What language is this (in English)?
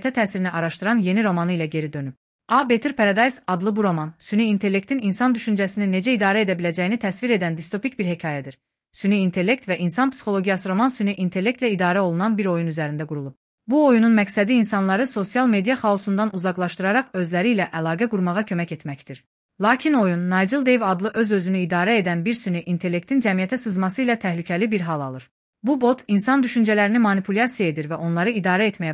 Azerbaijani